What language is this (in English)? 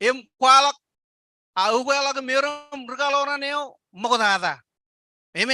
Marshallese